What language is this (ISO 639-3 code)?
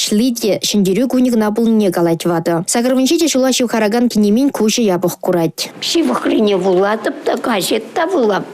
chv